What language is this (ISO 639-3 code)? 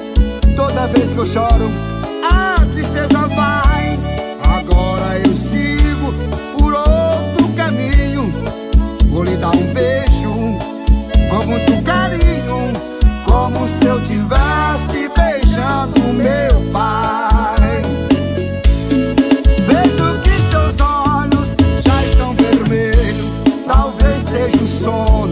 por